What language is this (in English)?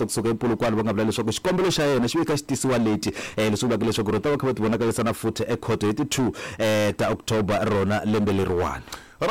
Tsonga